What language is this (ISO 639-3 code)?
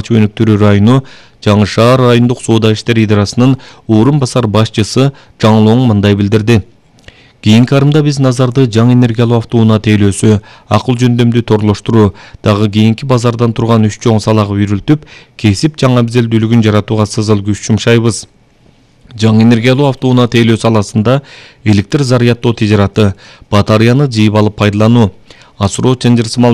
kir